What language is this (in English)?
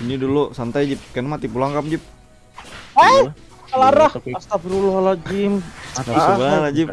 Banjar